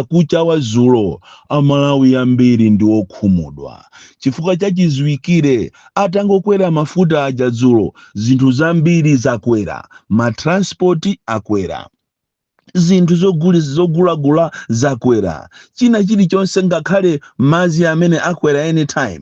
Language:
Nyanja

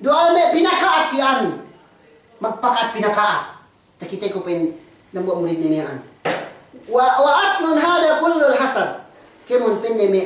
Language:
Yakan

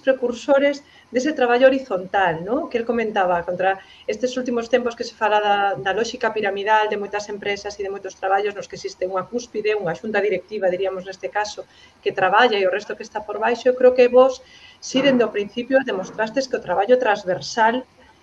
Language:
Galician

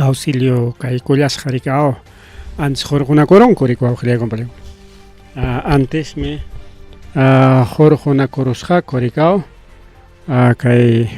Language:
Ayacucho Quechua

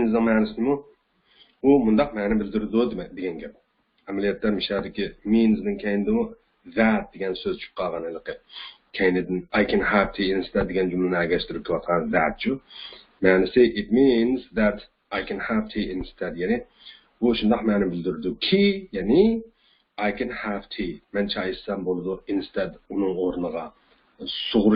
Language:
Uyghur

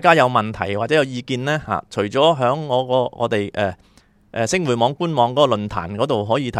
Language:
Cantonese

